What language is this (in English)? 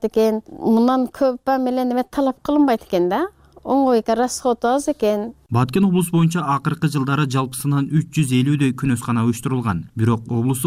Kyrgyz